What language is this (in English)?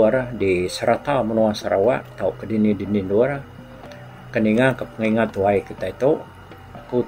Iban